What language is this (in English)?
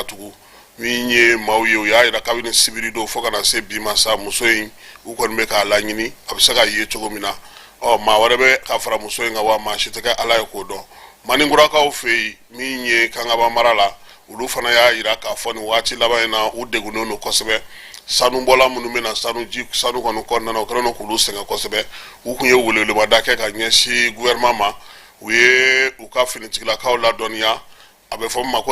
Bambara